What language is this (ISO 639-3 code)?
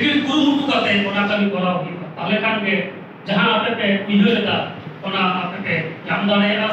sat